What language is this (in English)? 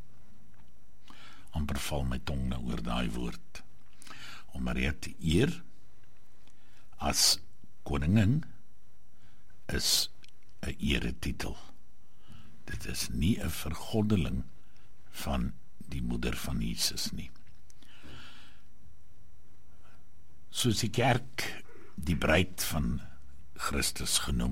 Afrikaans